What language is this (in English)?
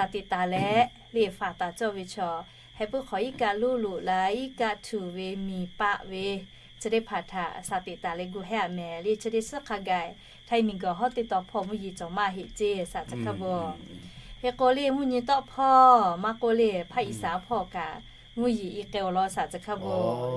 Lahu